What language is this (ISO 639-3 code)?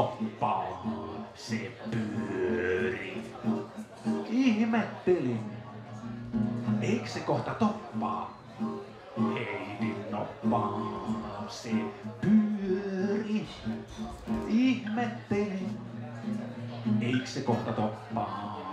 fin